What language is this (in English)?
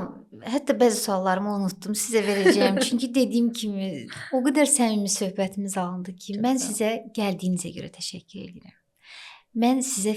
Azerbaijani